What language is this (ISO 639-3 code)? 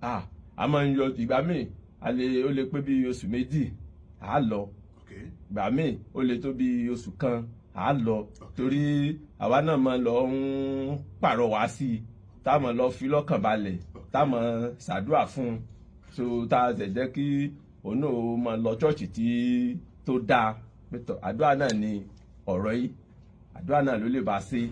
yor